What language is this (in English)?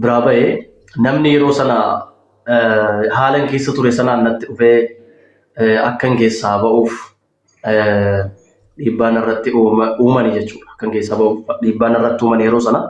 Oromo